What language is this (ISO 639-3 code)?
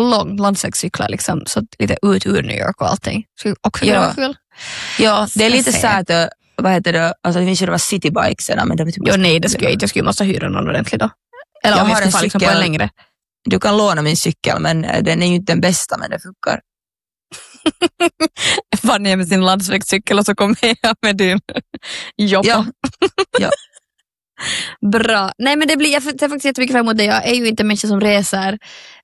swe